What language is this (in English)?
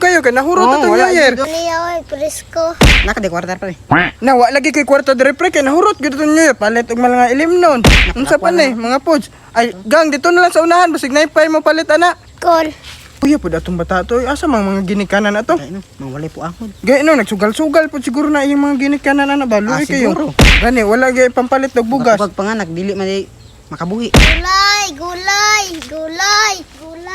Cebuano